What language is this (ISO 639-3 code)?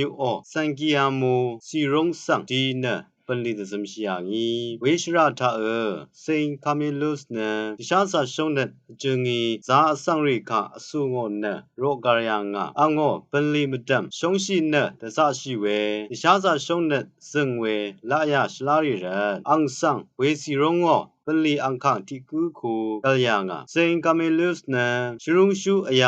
raw